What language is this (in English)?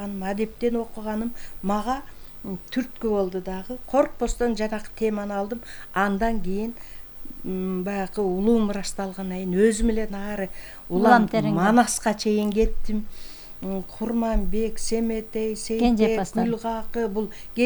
Kyrgyz